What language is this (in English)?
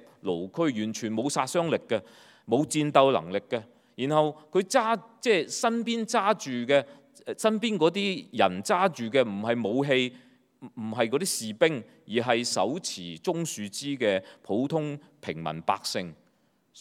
Cantonese